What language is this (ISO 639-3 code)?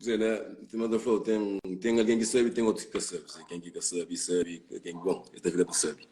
kea